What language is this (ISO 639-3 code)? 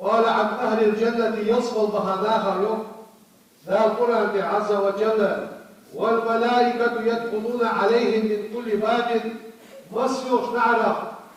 inh